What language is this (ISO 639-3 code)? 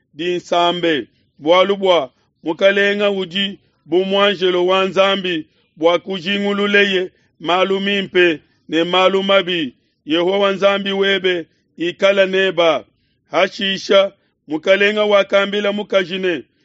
lua